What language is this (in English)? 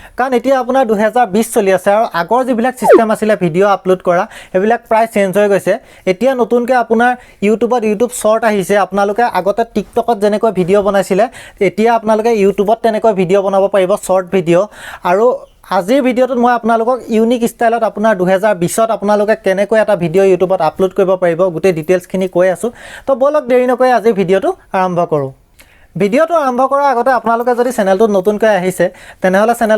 Assamese